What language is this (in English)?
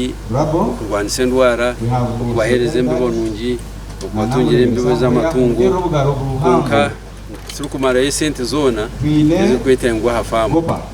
Nyankole